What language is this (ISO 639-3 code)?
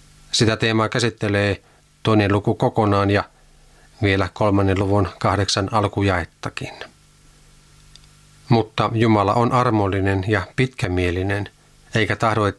fin